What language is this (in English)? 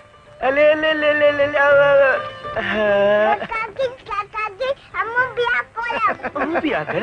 Maithili